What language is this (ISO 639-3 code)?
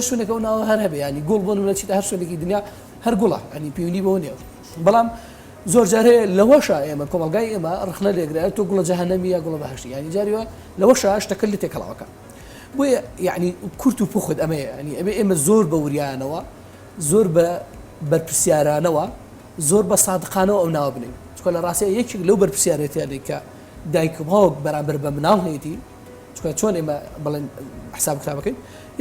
ckb